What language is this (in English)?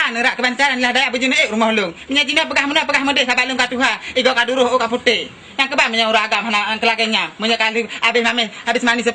Achinese